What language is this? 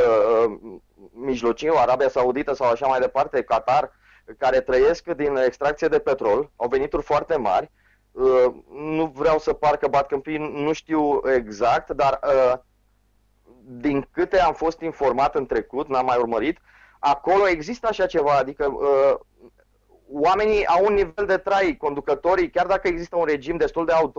Romanian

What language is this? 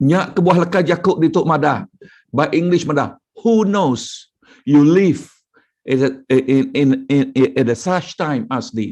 Iban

